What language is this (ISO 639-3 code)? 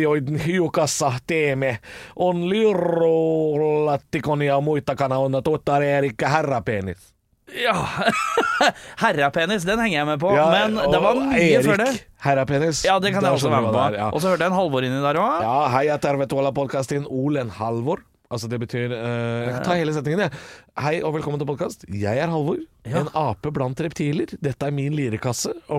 nor